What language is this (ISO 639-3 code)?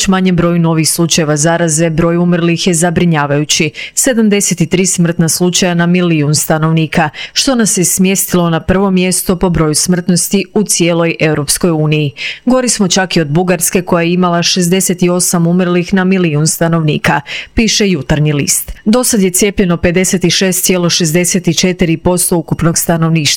hrv